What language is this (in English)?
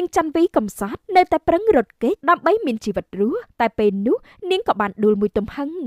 Khmer